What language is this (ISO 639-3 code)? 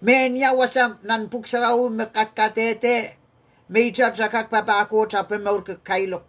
pon